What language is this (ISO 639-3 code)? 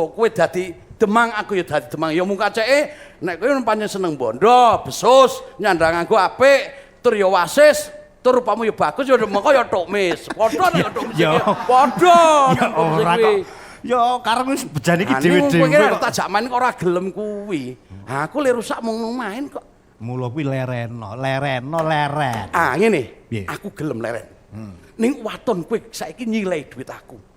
jav